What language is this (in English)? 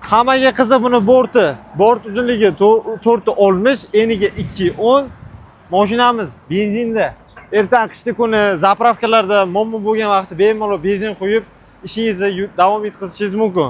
Uzbek